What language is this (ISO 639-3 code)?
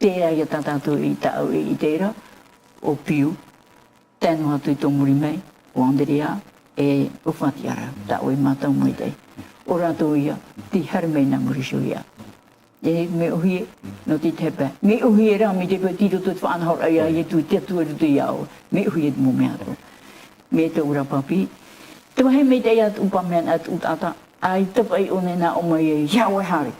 tah